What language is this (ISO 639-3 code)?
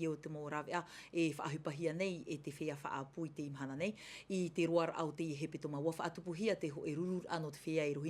tah